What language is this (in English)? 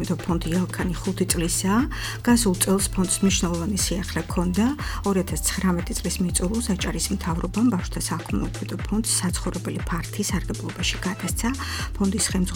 Georgian